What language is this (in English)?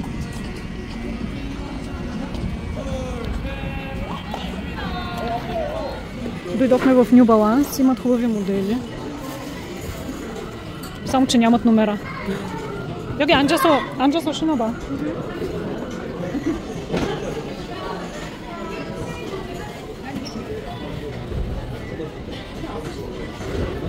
Bulgarian